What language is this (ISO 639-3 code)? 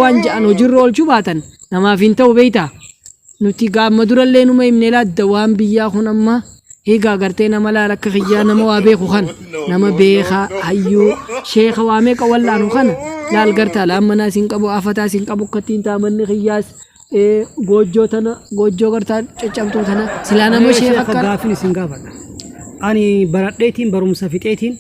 orm